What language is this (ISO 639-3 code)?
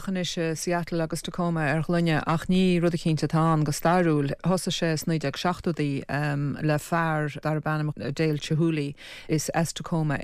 gle